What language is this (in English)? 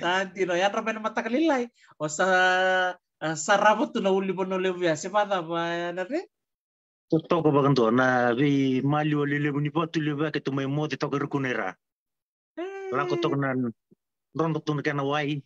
Fijian